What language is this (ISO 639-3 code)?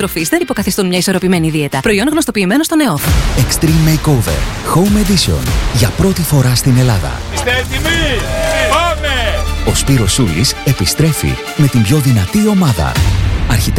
ell